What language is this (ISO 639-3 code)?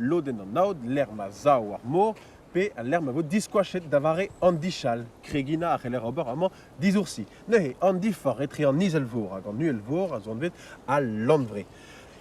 bre